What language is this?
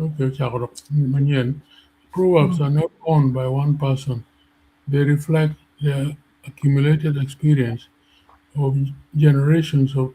Acoli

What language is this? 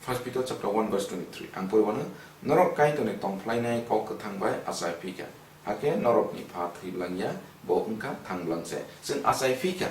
Kok Borok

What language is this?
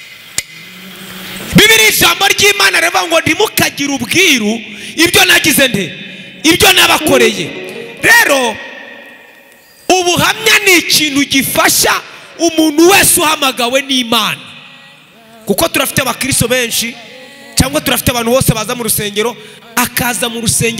Kinyarwanda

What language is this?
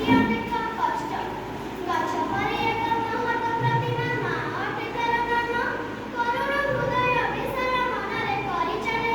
Odia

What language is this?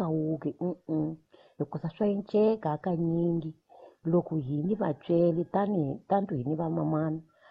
Tsonga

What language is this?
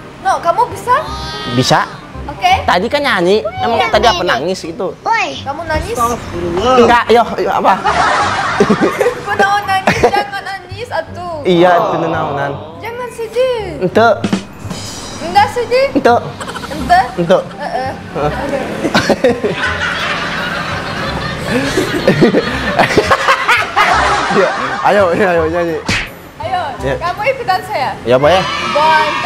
Indonesian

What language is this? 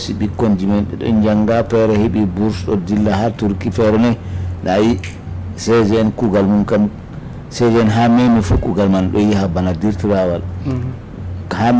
Fula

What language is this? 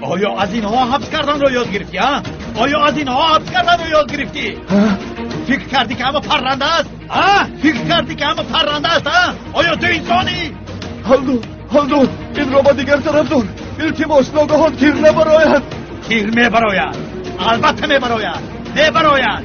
Tajik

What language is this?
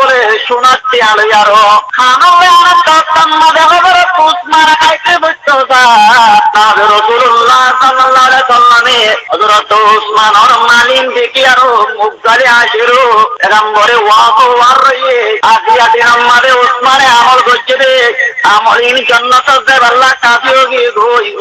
Rohingya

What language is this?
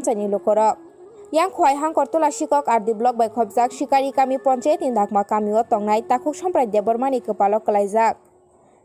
Kok Borok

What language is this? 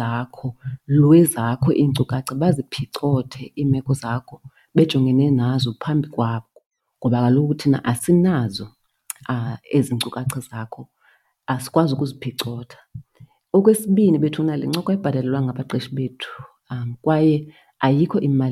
Xhosa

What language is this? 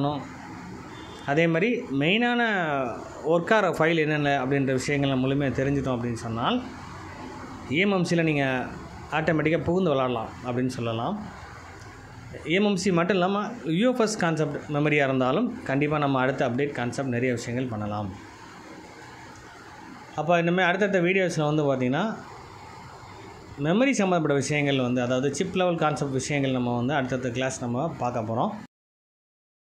Tamil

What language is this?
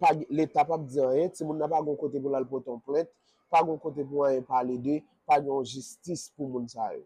Haitian Creole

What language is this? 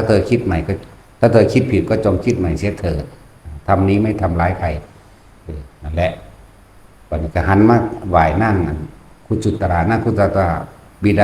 Northeastern Thai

